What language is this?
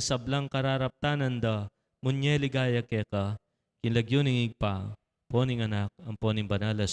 Pampanga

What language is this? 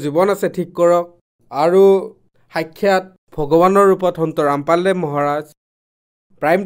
Assamese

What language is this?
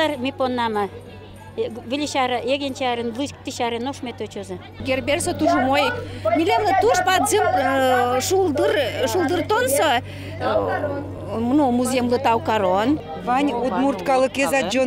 Udmurt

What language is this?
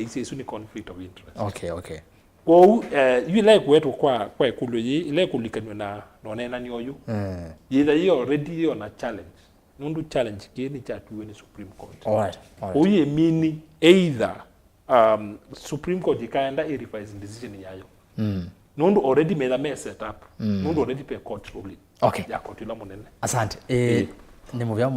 Kamba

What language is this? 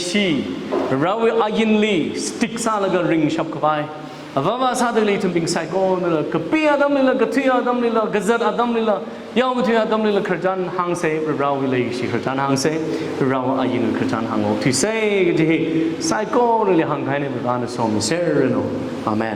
Tangkhul Naga (India)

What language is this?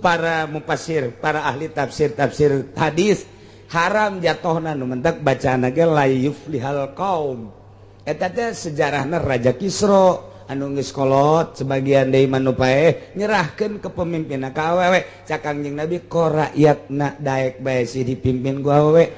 Sundanese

